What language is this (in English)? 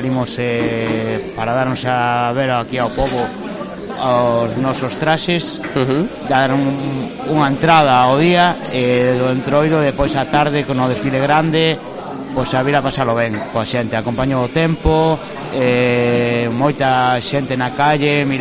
Galician